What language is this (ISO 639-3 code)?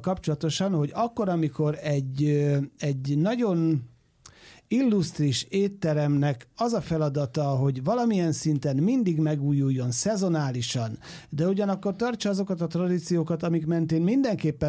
hun